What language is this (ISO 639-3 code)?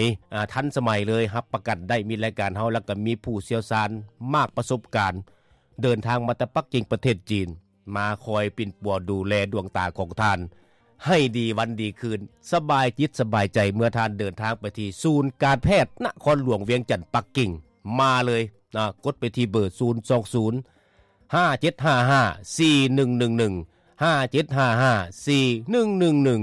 lao